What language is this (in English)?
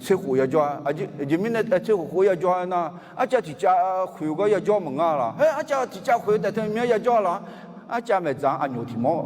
Akha